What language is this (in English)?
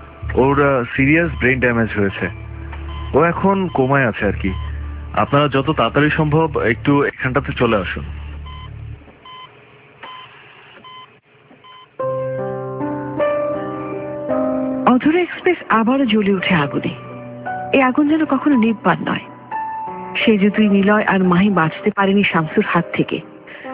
Bangla